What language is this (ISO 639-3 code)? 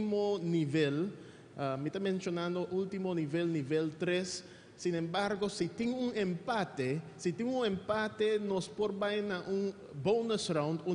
pap